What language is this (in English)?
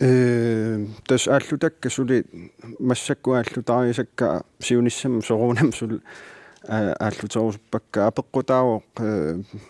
Kalaallisut